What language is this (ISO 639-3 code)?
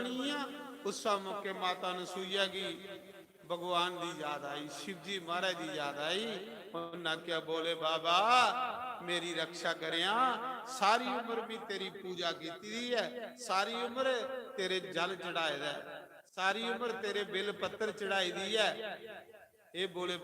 doi